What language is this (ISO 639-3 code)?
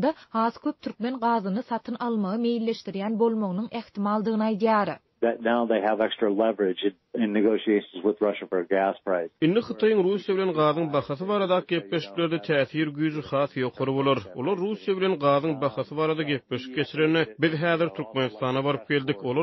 tuk